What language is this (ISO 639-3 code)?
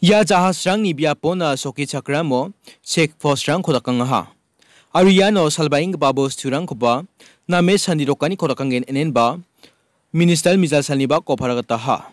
grt